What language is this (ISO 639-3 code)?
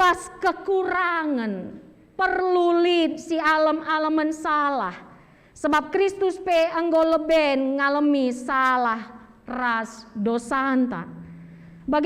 btx